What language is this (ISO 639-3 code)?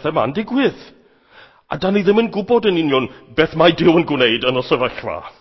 cym